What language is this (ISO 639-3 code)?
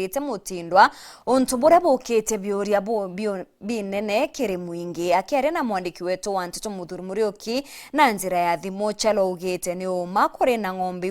mer